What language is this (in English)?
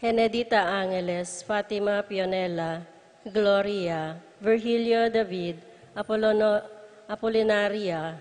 Pampanga